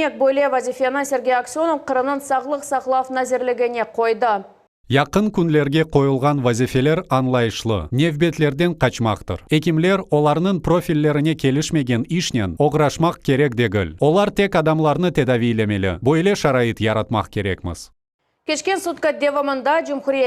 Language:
Crimean Tatar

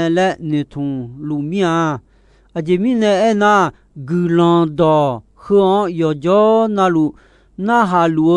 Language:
Akha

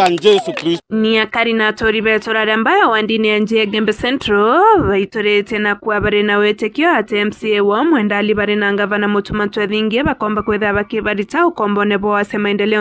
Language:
Meru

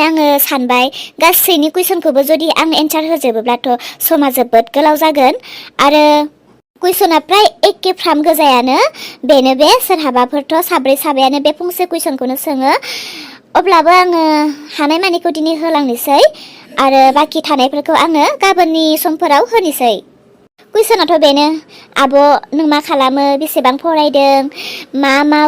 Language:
Bodo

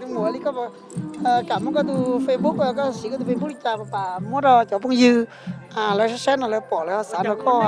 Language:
Hmong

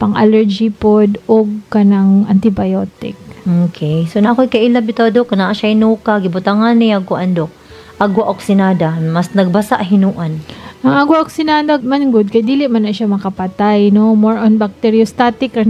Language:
Cebuano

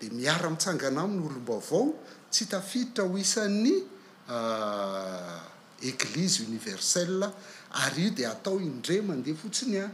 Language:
Malagasy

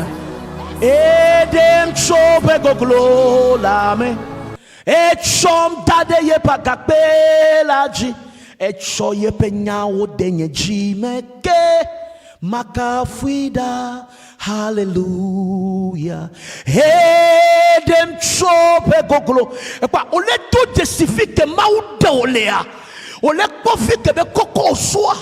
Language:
Ewe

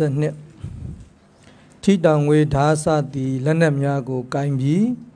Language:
Burmese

